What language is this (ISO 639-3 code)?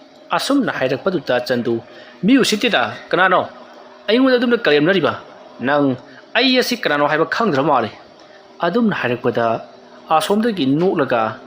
mni